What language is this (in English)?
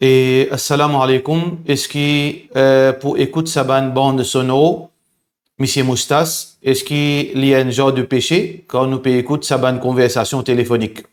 Morisyen